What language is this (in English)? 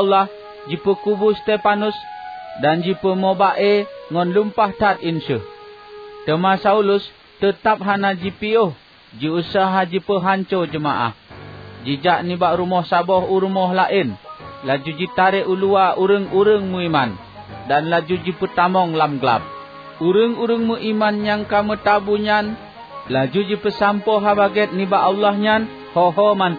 Achinese